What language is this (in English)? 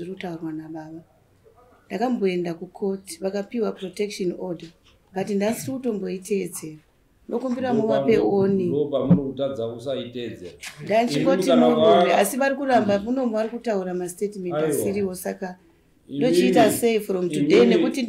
Shona